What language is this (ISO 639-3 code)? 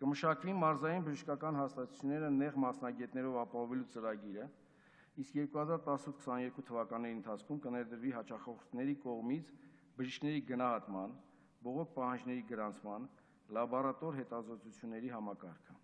hye